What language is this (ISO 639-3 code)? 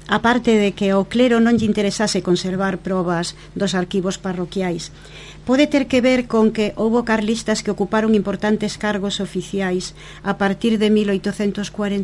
glg